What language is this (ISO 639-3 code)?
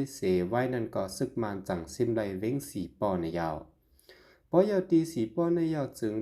shn